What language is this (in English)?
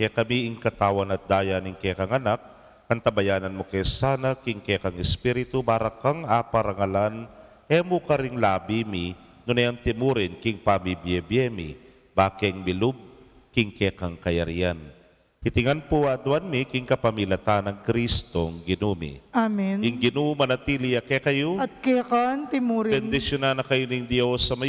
Pampanga